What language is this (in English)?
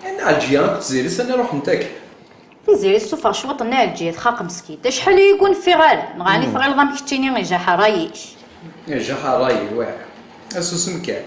Kabyle